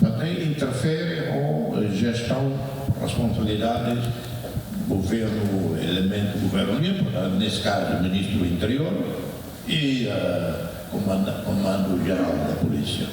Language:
Tetum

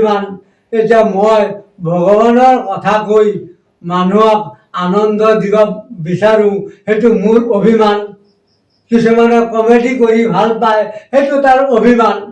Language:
Assamese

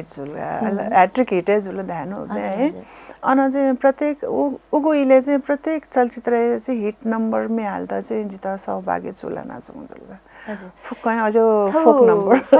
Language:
Newari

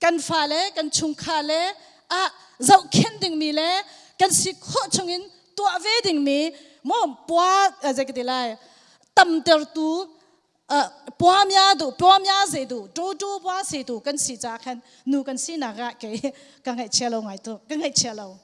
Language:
Hakha Chin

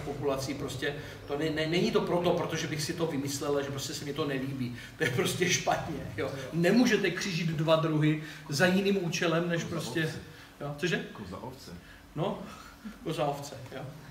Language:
Czech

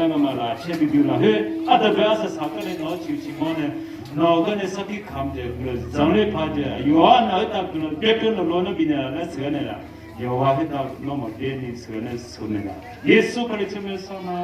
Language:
Akha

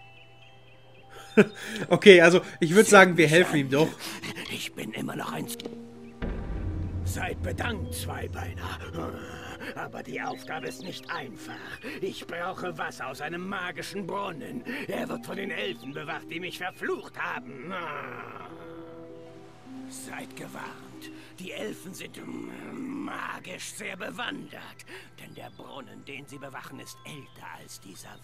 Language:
German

